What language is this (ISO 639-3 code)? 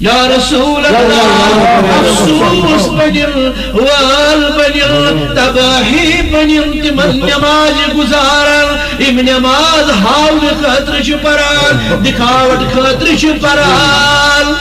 kas